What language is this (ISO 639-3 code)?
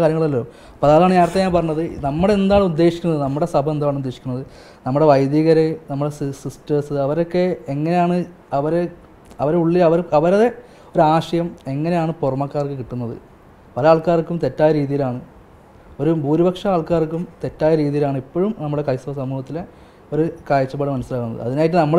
mal